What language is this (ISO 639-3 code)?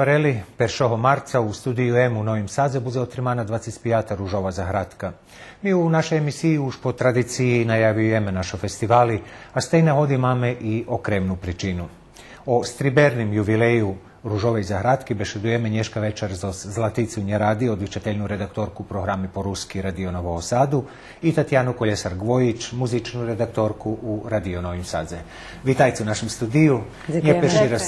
rue